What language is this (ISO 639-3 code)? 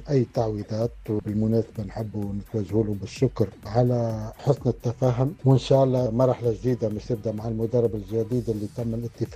aeb